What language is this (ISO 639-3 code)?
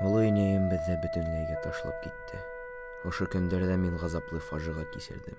bak